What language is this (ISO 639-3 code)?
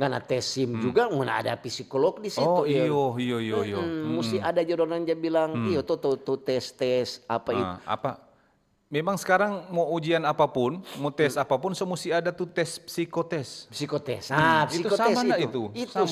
xmm